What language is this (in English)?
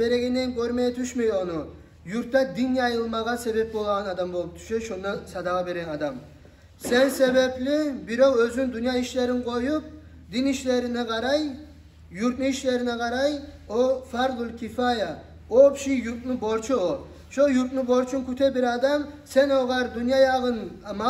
Kumyk